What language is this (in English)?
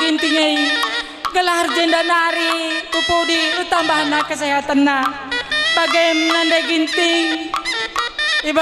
Batak Karo